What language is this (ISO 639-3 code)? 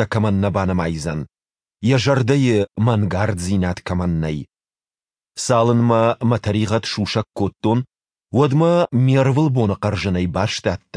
oss